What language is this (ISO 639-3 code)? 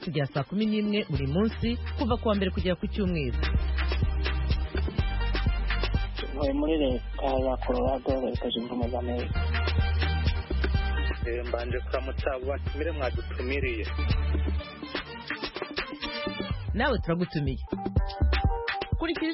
kin